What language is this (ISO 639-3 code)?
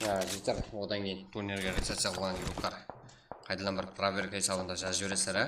kaa